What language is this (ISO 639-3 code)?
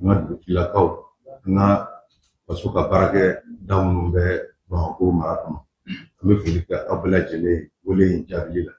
bam